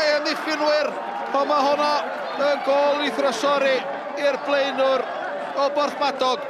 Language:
Welsh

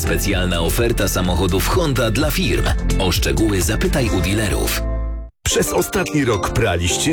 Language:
Polish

